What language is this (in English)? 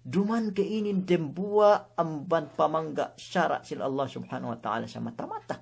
Yakan